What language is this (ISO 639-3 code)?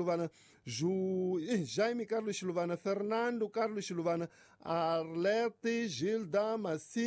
tso